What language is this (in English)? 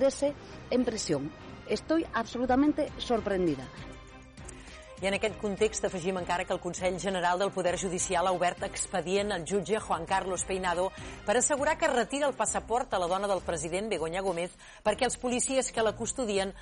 Catalan